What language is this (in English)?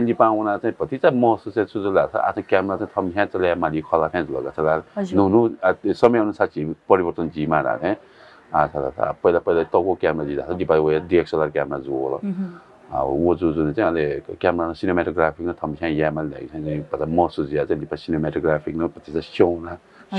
Newari